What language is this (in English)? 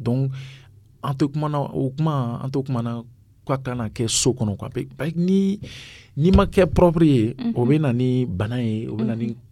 Dyula